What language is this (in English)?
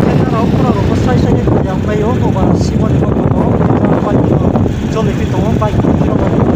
Riang (India)